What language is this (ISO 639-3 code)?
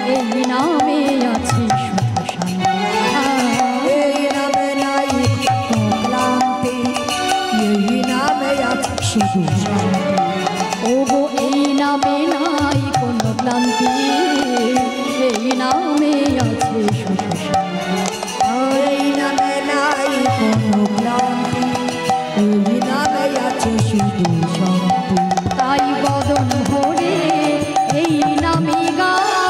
ben